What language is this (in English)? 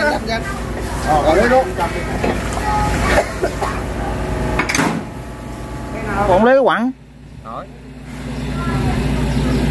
Vietnamese